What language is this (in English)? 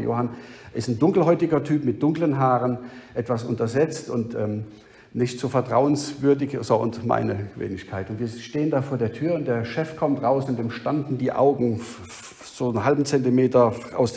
German